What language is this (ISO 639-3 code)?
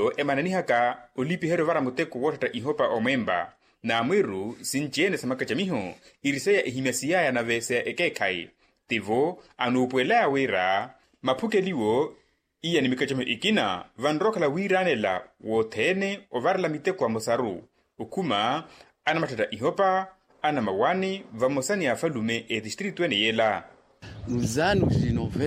vmw